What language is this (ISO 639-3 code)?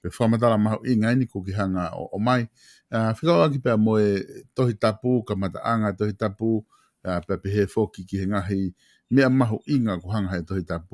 ton